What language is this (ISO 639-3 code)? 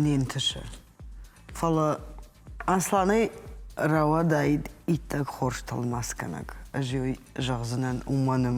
oss